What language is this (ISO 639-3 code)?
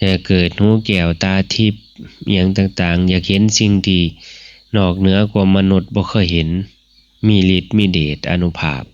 tts